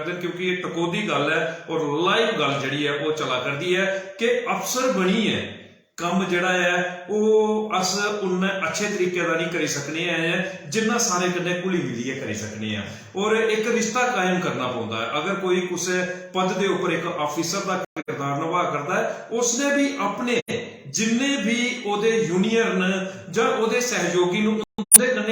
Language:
Dogri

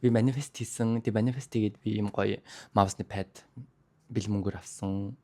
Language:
Mongolian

